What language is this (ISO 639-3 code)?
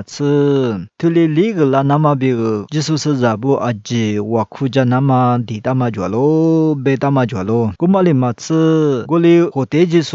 lis